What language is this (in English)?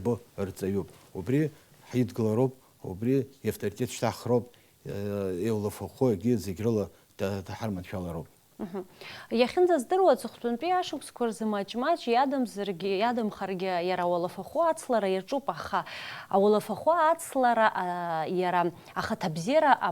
Abkhazian